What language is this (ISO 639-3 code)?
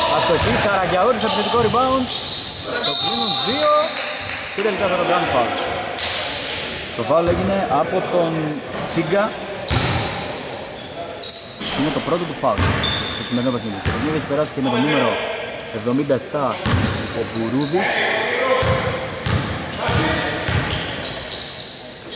ell